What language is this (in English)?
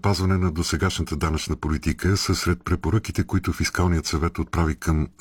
Bulgarian